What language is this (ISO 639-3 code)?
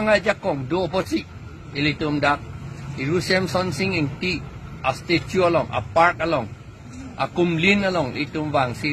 mjw